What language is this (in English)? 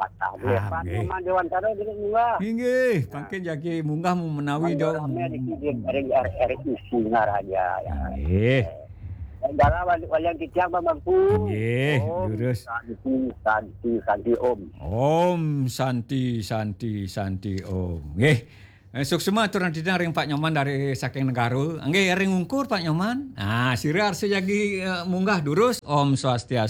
Balinese